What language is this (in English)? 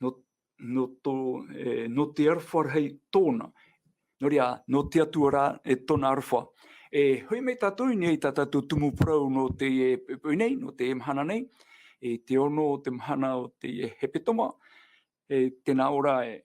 Tahitian